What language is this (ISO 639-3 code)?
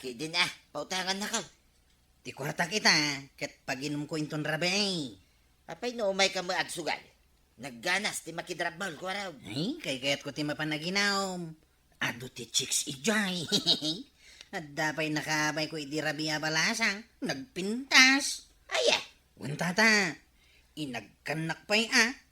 ilo